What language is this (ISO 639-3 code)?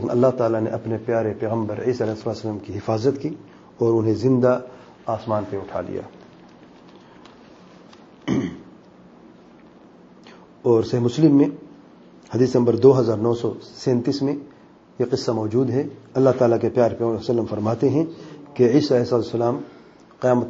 urd